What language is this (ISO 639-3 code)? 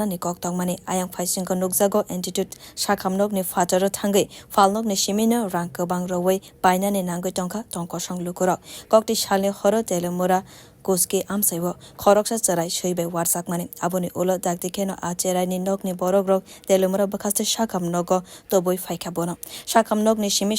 trp